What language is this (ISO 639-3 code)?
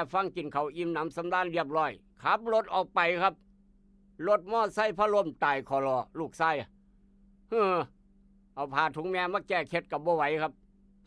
tts